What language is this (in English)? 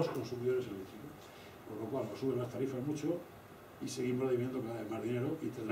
Spanish